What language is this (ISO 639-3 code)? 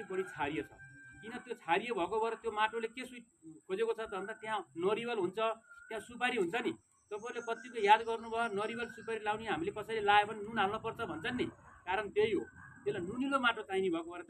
nep